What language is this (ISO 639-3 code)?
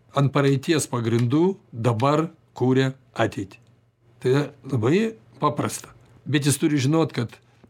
lit